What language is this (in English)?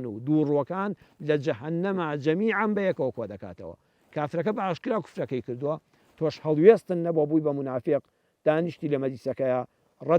Central Kurdish